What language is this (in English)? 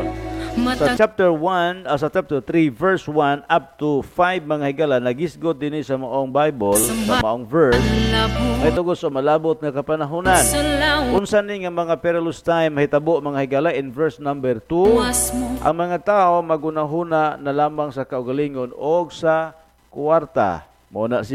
Cebuano